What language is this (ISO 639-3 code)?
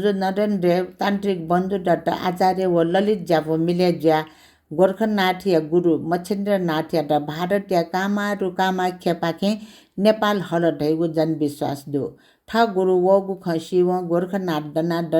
new